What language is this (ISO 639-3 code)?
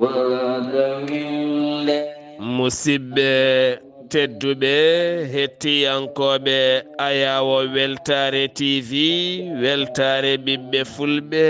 ful